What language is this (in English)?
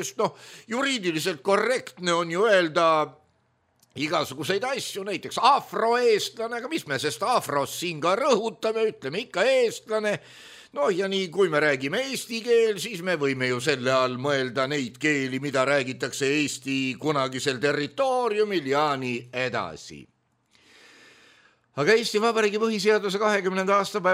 Estonian